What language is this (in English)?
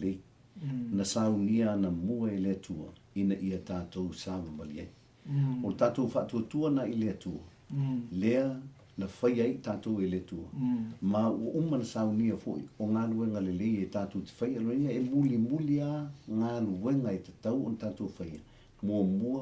Samoan